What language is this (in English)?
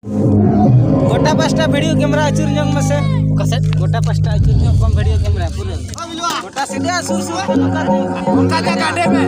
Santali